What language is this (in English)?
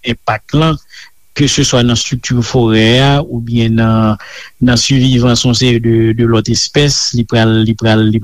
Haitian Creole